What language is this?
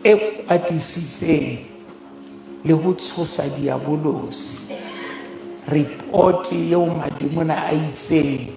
Southern Sotho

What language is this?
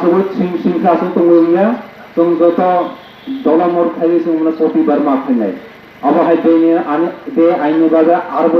Kok Borok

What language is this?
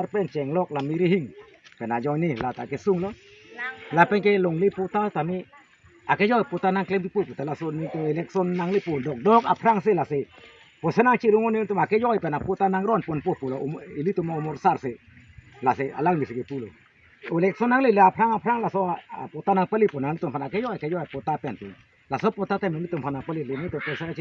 Karbi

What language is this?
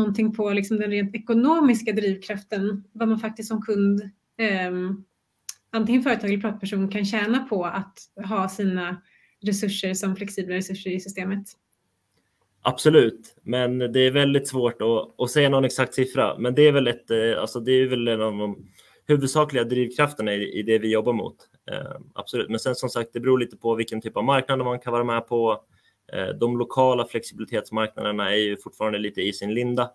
Swedish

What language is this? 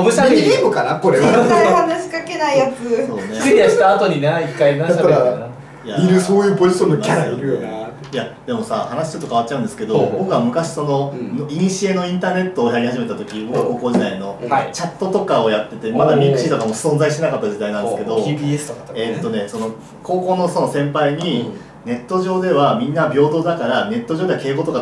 Japanese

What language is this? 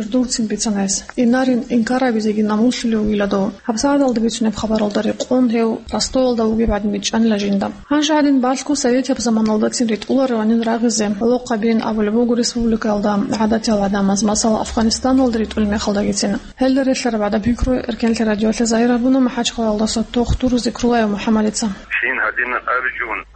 Avaric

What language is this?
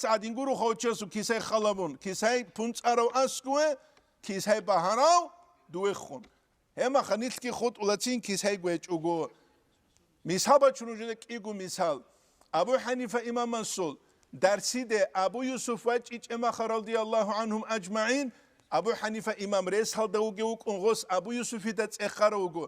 Avaric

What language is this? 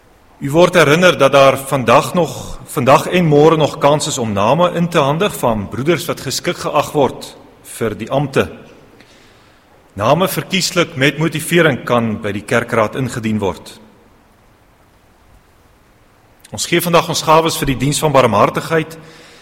Afrikaans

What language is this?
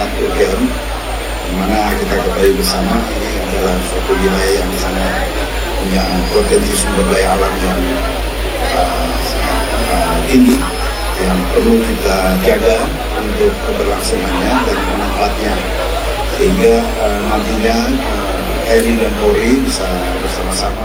Indonesian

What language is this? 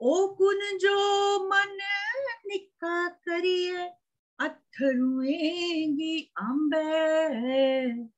Dogri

